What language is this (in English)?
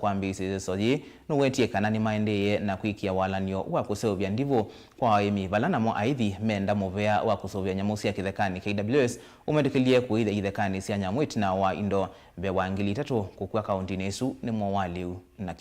Kamba